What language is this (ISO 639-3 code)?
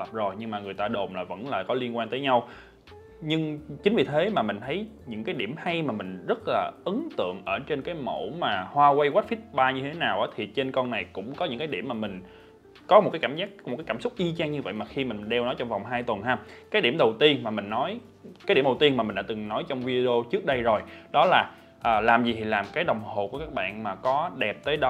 vie